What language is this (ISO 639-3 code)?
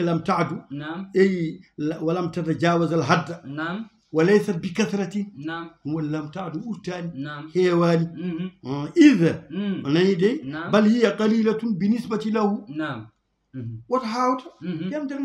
ful